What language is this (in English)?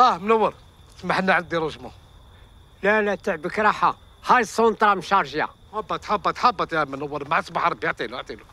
Algerian Arabic